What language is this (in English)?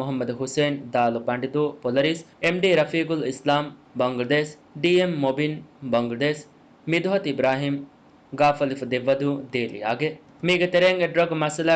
Divehi